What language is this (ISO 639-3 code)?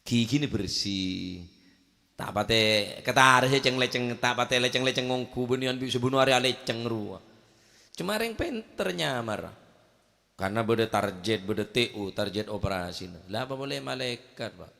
mad